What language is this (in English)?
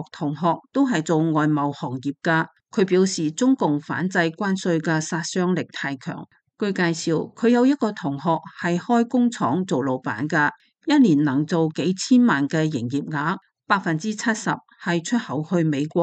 Cantonese